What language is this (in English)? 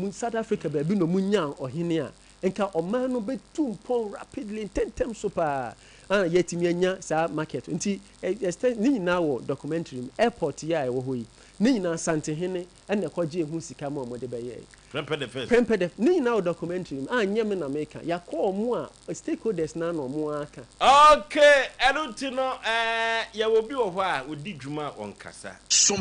Akan